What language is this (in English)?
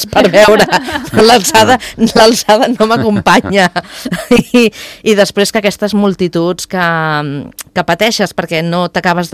Catalan